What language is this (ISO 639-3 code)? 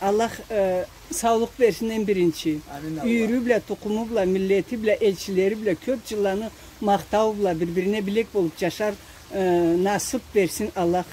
krc